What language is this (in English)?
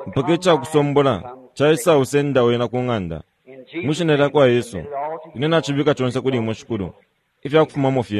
Bemba